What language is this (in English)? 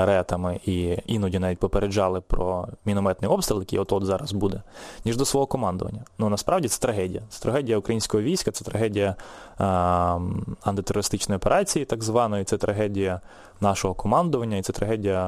Ukrainian